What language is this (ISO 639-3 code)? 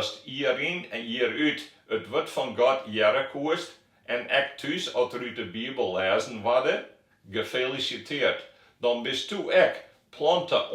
fry